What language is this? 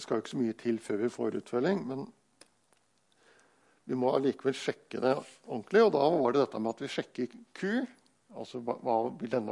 Norwegian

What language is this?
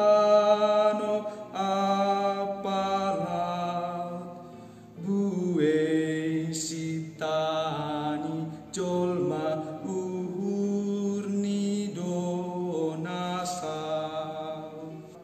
Batak Simalungun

